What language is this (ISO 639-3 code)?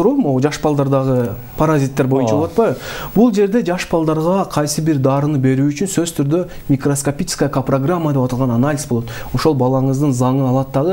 kir